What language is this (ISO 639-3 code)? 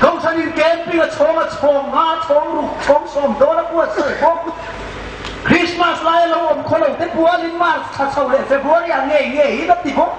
hmr